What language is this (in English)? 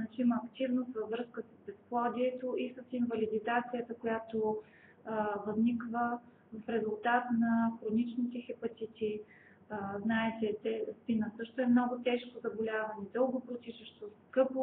Bulgarian